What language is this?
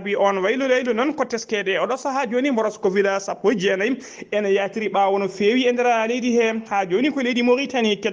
Fula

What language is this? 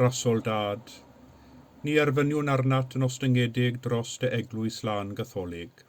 Welsh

